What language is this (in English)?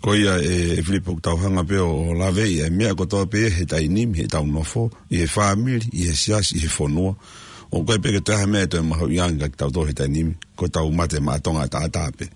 Tongan